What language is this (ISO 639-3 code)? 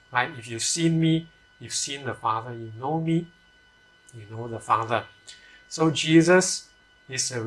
eng